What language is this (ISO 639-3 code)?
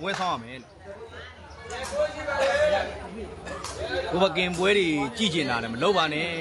mya